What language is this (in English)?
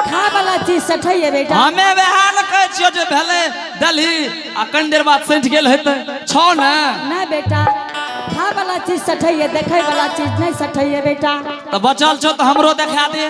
Angika